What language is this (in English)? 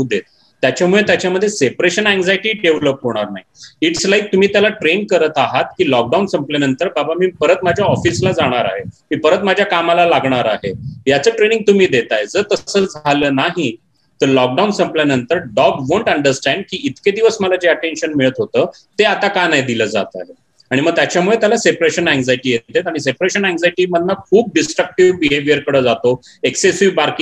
Marathi